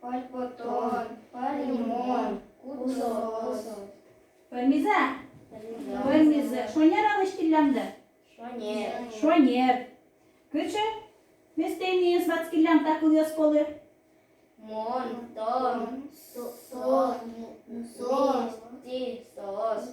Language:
Udmurt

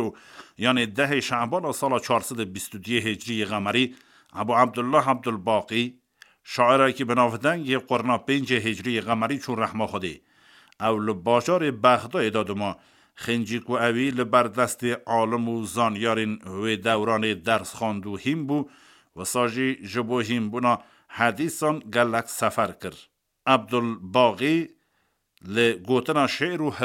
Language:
Kurdish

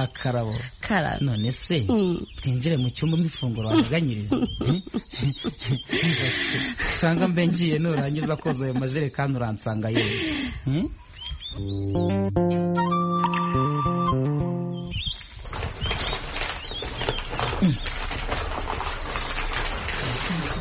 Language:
Kinyarwanda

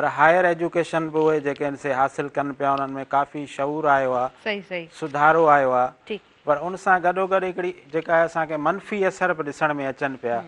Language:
Sindhi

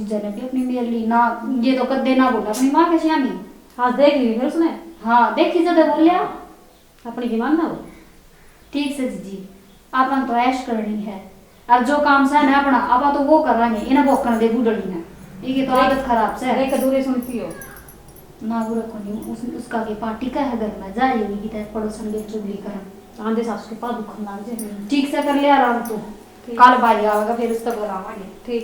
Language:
Haryanvi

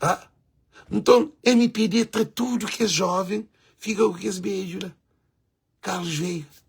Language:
Kabuverdianu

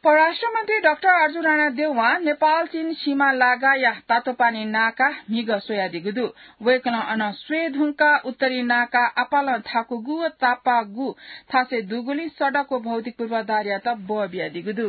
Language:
Newari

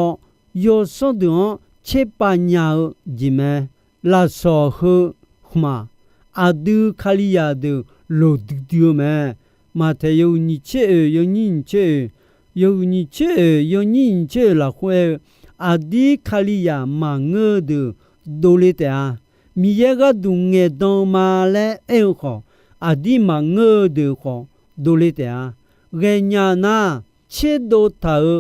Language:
Akha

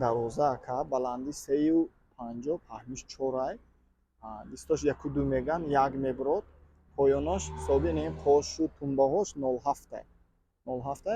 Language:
Tajik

